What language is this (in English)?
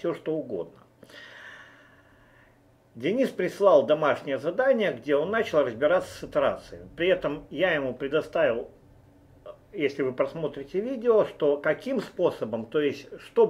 Russian